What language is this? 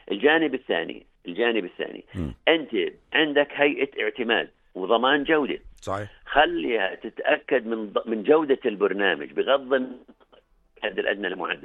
North Levantine Arabic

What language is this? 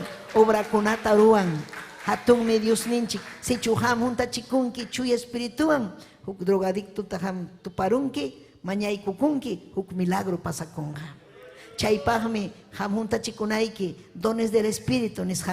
Ayacucho Quechua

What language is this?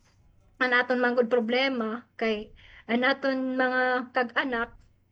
Waray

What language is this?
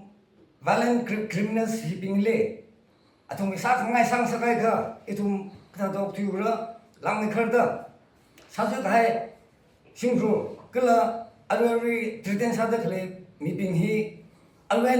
Tangkhul Naga (India)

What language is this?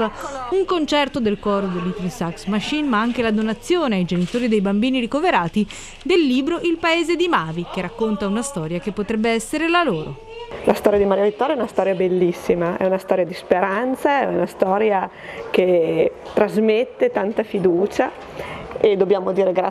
Italian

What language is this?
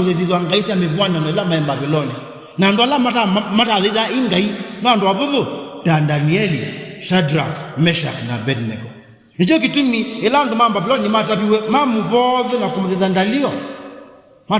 Kamba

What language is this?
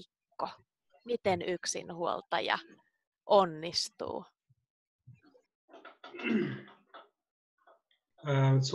Finnish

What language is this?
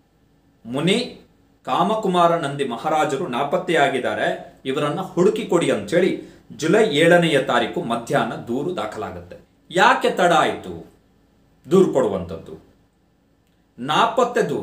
Kannada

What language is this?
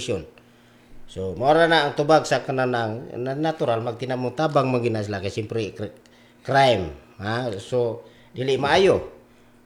Cebuano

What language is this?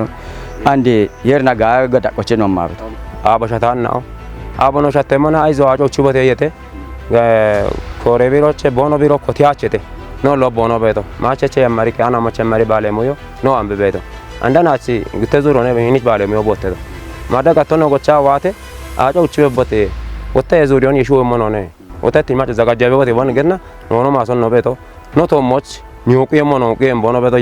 Kafa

